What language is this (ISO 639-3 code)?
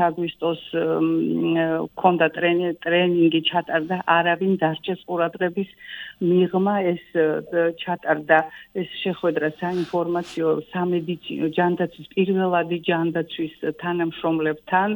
kat